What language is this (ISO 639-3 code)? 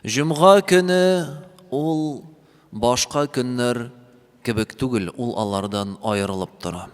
tat